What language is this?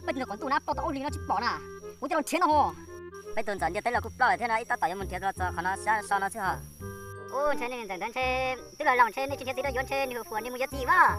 Hmong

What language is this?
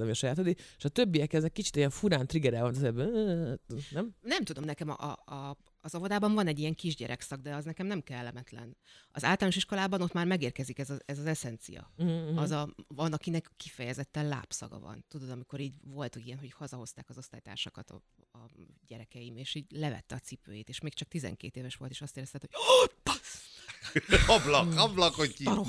Hungarian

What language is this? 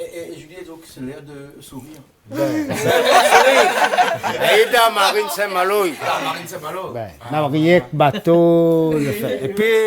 Réunion Creole French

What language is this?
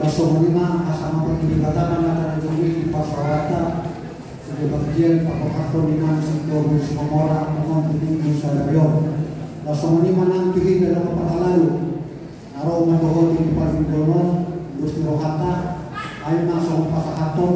Batak Toba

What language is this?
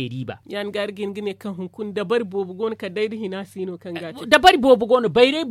Zarma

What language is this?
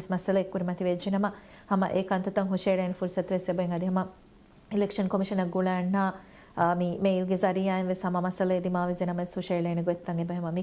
Divehi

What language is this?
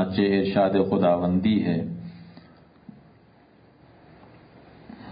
Urdu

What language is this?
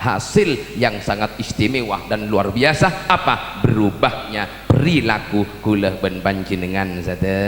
Madurese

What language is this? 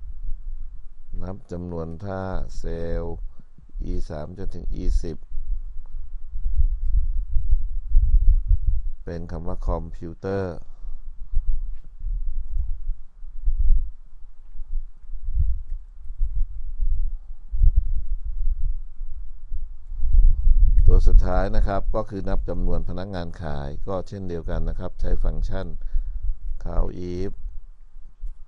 Thai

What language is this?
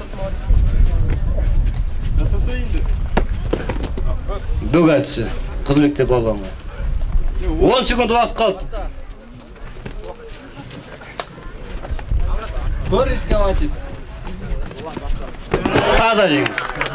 Kazakh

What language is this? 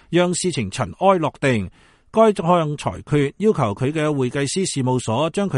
Cantonese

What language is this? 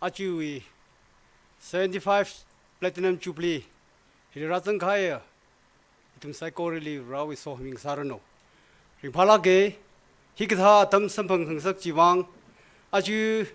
Tangkhul Naga (India)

